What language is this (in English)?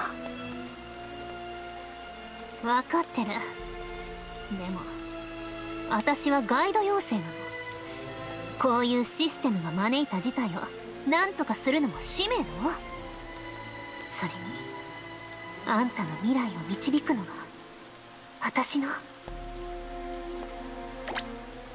Japanese